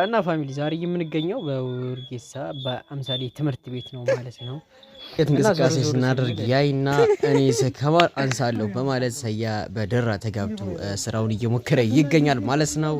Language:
Amharic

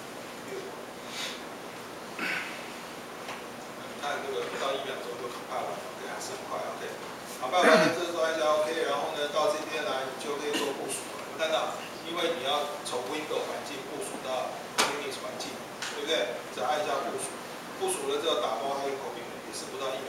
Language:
Chinese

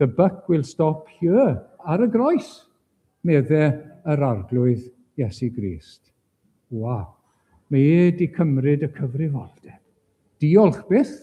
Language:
Welsh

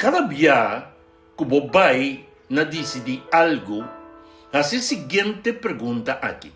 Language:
Papiamento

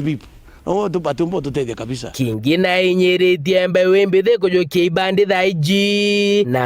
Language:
Meru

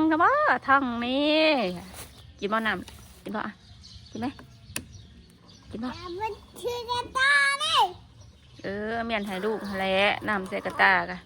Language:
Northeastern Thai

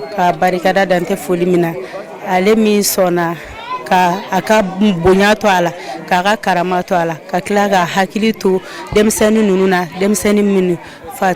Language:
Bambara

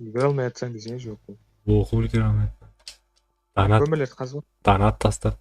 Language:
Kara-Kalpak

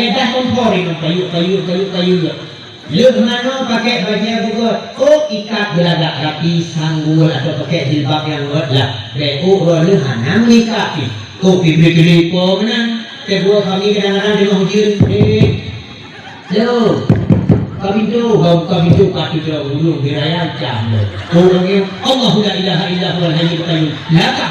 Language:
Achinese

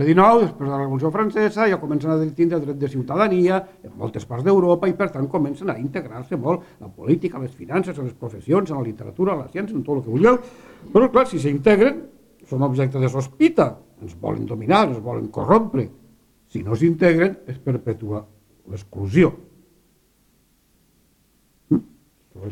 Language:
Catalan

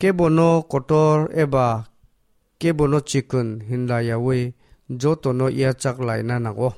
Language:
Kok Borok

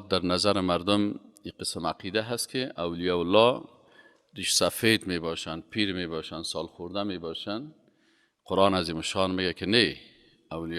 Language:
Persian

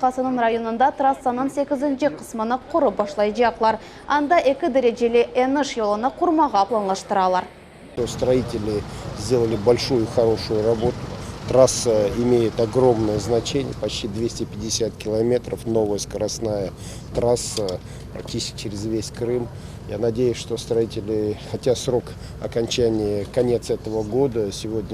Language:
Crimean Tatar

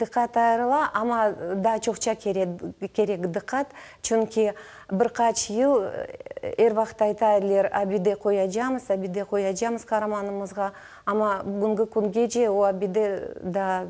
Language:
Crimean Tatar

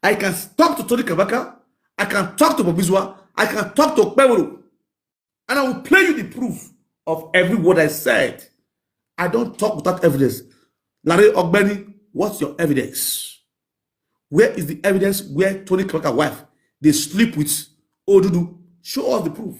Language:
Nigerian Pidgin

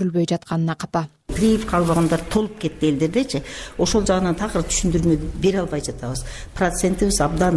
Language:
Kyrgyz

